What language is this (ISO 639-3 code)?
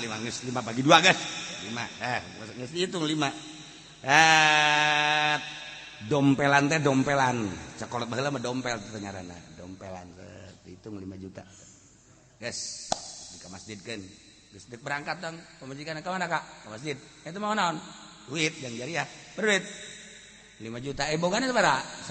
sun